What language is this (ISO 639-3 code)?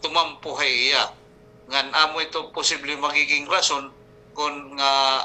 war